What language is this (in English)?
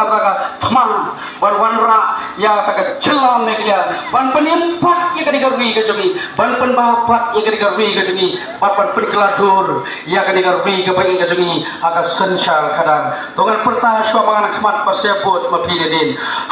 Khasi